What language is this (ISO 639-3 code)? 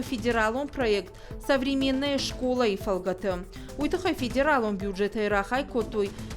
oss